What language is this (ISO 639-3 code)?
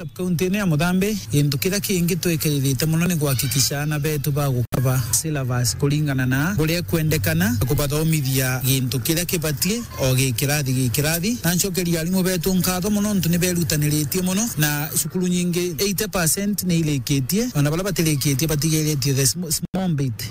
mer